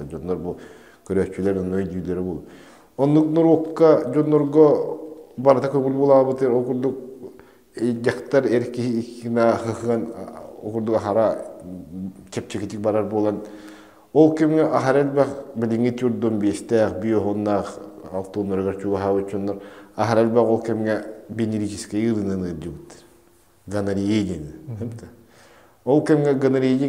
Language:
Yakut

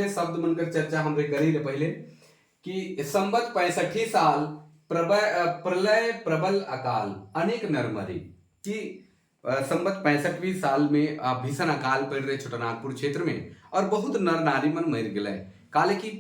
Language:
Sadri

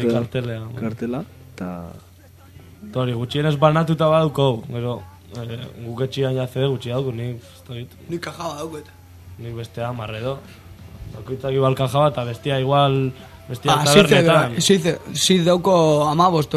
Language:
Basque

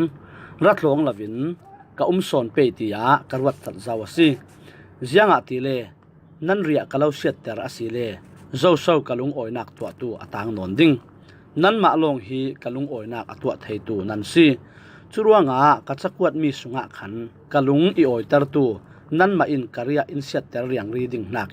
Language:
Falam Chin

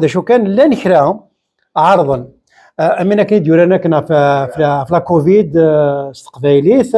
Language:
Kabyle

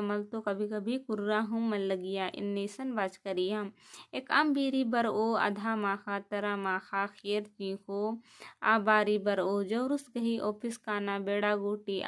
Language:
Kurukh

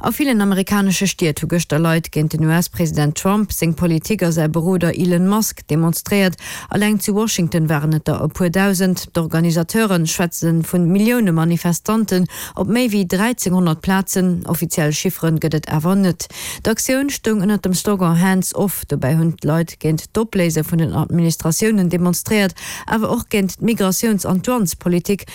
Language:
Luxembourgish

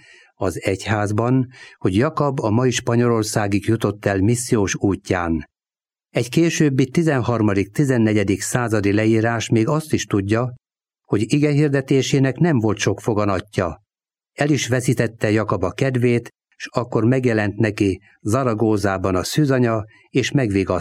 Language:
Hungarian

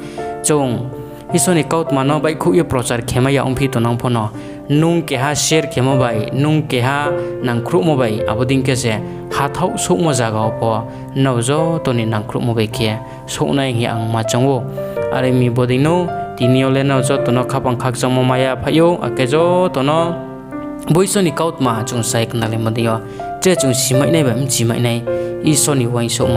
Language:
Riang (India)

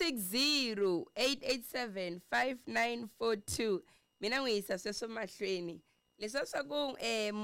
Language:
Tsonga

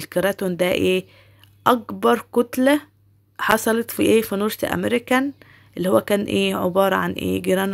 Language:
Egyptian Arabic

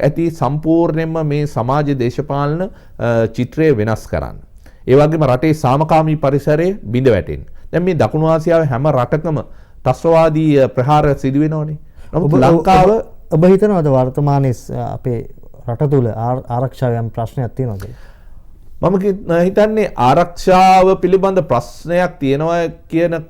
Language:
Sinhala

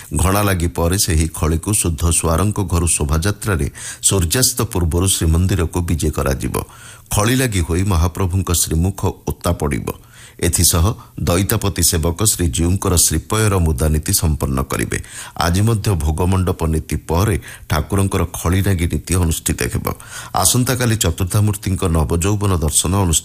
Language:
Odia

